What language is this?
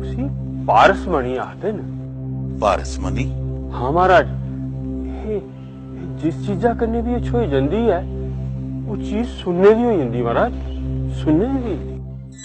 Dogri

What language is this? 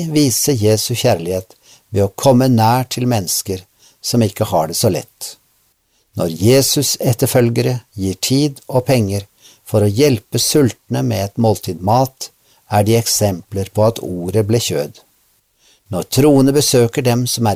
Norwegian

